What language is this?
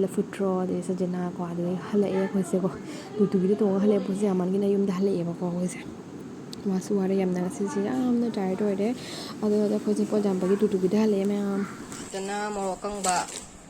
Manipuri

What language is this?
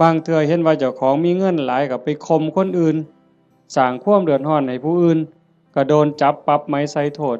Northeastern Thai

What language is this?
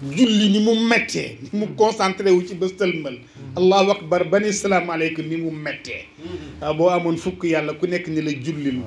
Wolof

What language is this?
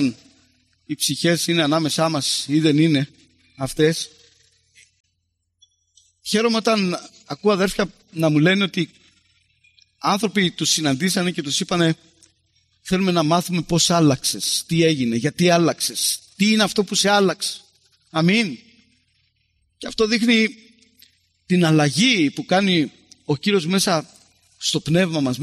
Greek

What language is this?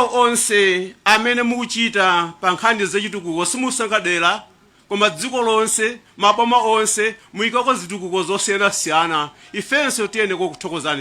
Nyanja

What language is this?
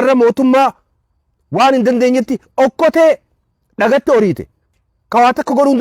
Oromo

